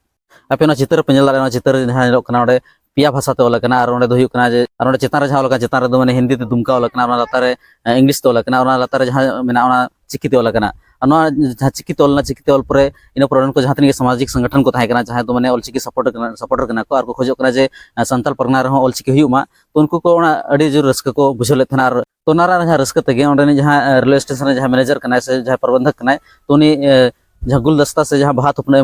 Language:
Santali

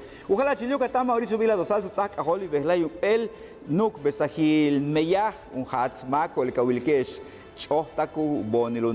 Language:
Yucateco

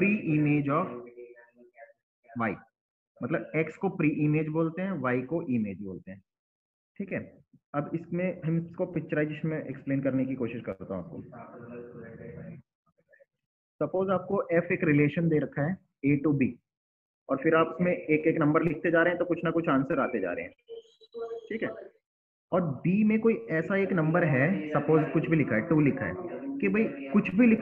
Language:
Hindi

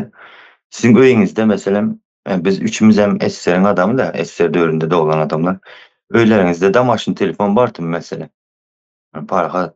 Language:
Turkmen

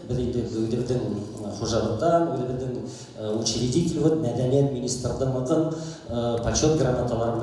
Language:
Bashkir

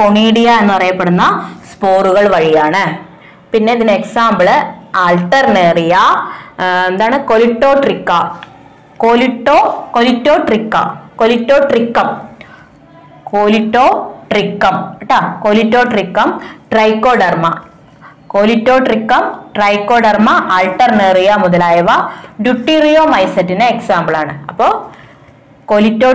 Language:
Malayalam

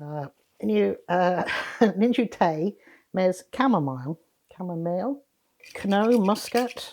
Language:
Cornish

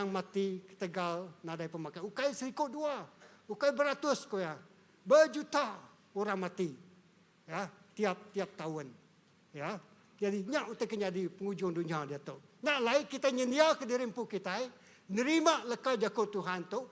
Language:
Iban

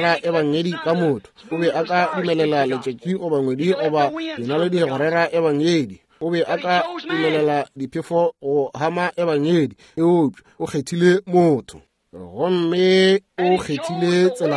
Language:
Northern Sotho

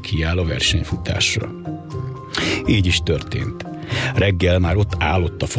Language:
Hungarian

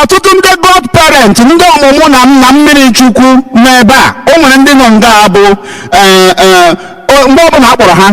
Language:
Igbo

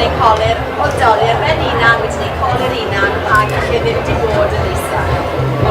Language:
Welsh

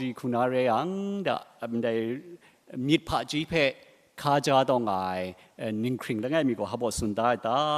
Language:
Kachin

